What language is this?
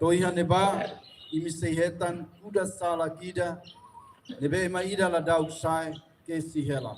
Tetum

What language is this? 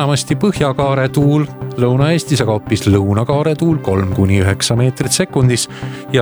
Estonian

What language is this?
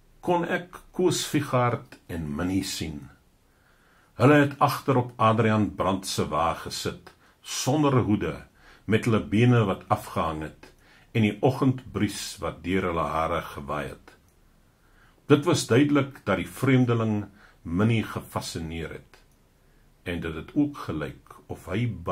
Afrikaans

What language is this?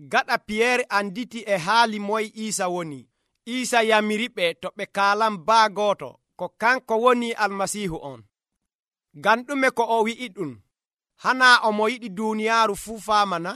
Nigerian Fulfulde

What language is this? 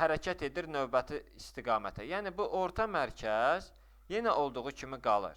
Azerbaijani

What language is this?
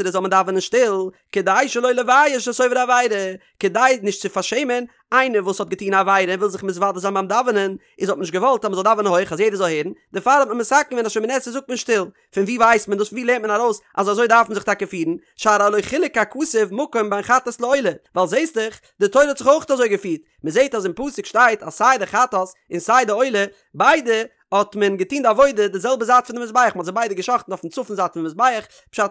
Yiddish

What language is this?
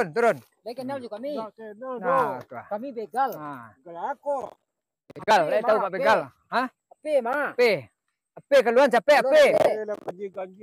Minangkabau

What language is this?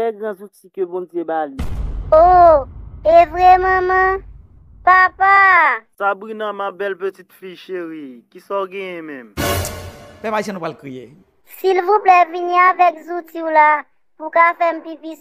Haitian Creole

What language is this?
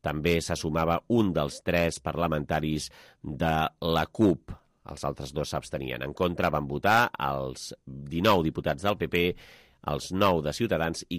Catalan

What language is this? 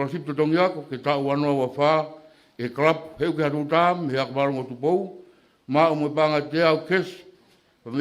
Tongan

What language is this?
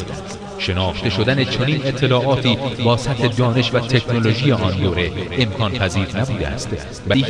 Persian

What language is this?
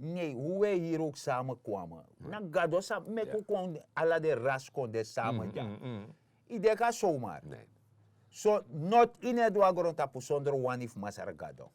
Sranan Tongo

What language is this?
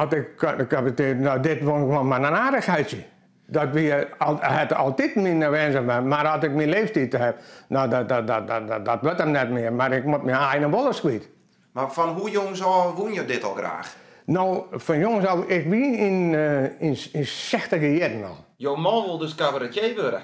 Western Frisian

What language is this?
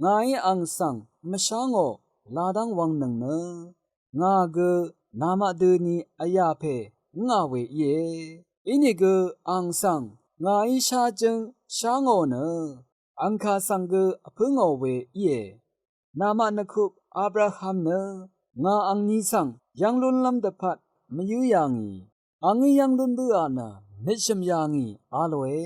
Rawang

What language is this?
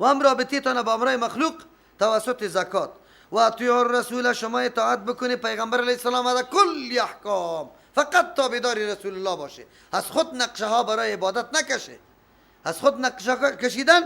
Persian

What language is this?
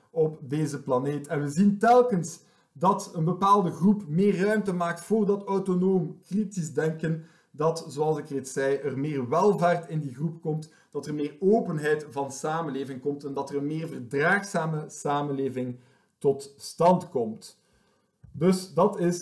Dutch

